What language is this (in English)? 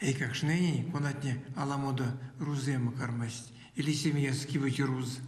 Erzya